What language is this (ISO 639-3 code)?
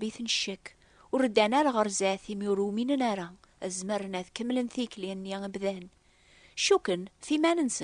kab